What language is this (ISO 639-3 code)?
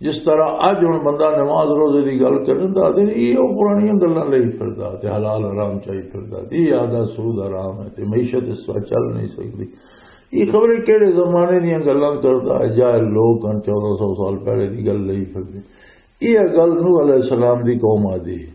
lah